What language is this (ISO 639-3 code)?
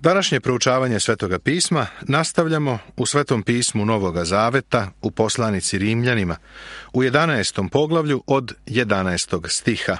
srp